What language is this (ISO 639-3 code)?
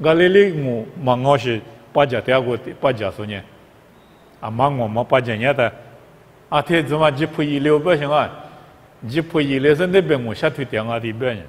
lis